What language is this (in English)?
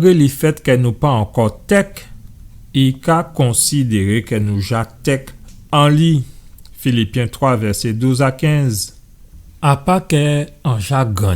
Guadeloupean Creole French